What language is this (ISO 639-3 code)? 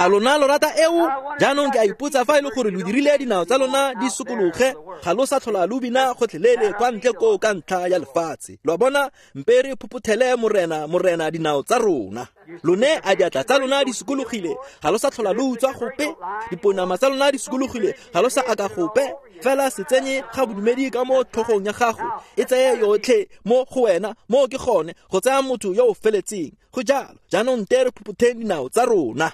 tsn